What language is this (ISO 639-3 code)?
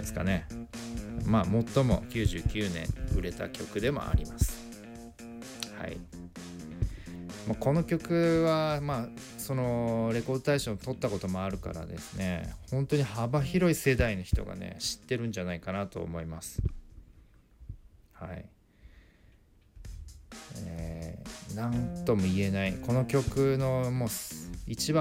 jpn